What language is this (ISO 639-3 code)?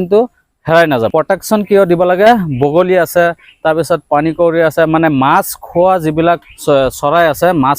asm